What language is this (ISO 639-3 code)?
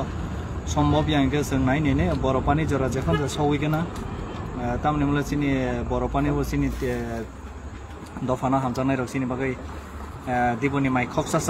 trp